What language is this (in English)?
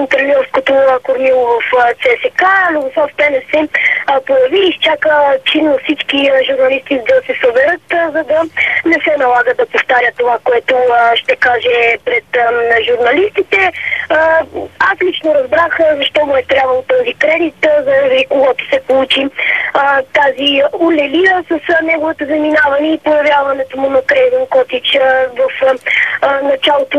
Bulgarian